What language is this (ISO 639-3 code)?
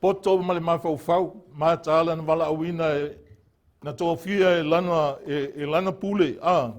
smo